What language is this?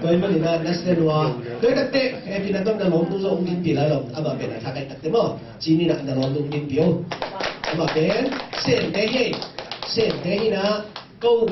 Tedim Chin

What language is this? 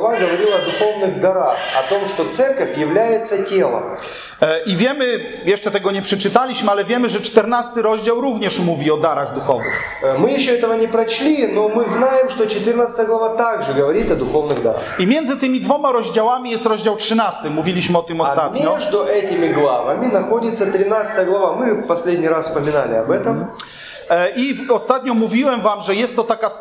Polish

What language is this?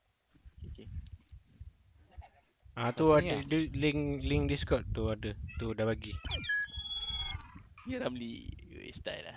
Malay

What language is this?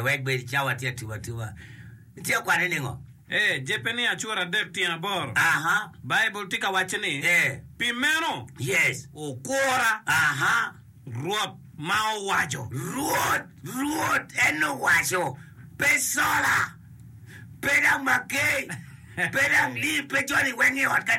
Acoli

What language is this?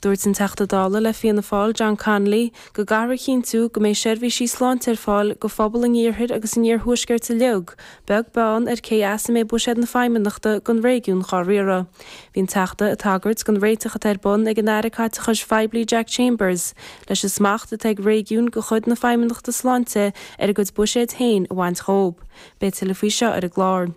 Irish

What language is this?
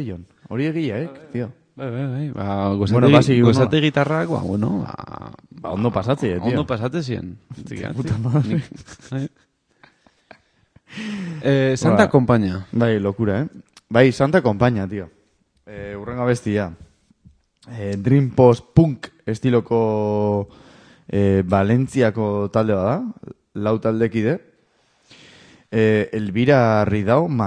Basque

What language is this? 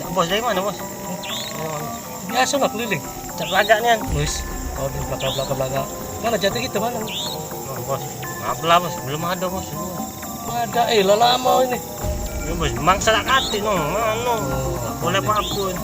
Musi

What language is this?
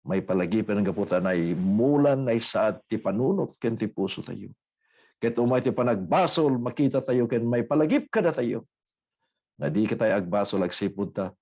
Iloko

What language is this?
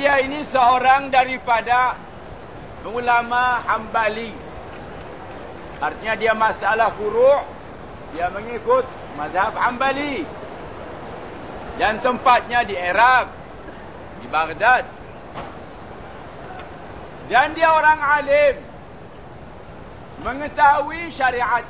Malay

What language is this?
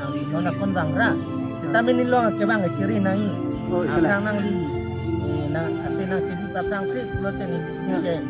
Karbi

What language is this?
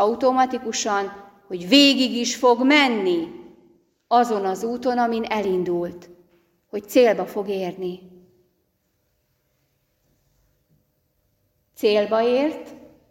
Hungarian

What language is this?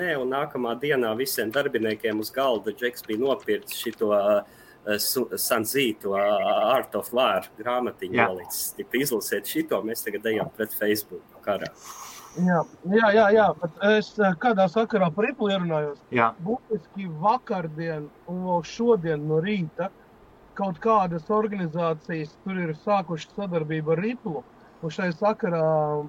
Latvian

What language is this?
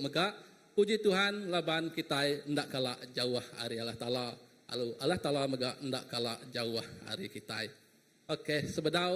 Iban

